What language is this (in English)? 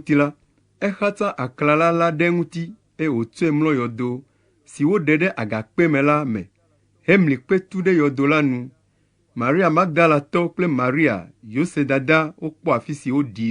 Ewe